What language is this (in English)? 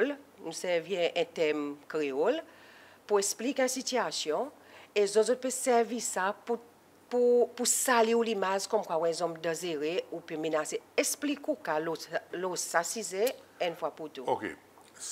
Seselwa Creole French